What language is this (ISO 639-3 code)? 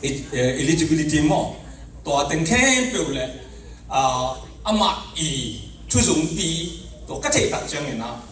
ctd